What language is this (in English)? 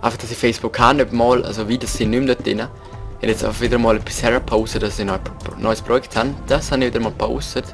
Swiss German